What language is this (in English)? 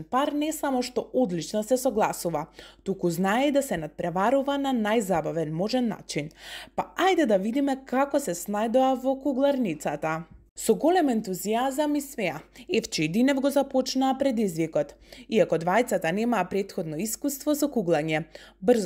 Macedonian